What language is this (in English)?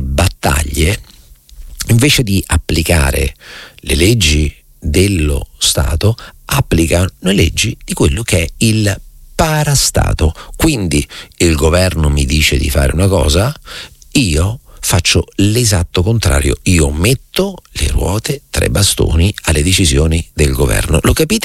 Italian